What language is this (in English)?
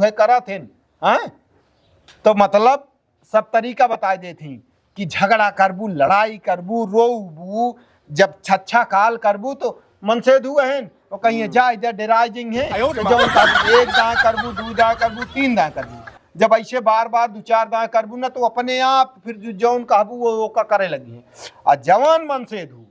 Awadhi